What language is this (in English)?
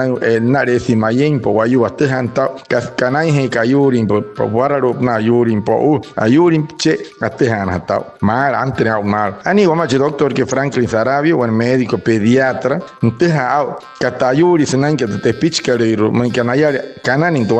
Wayuu